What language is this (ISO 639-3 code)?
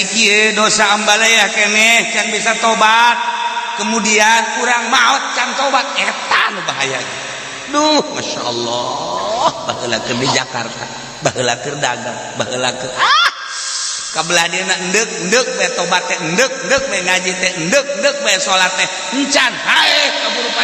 sun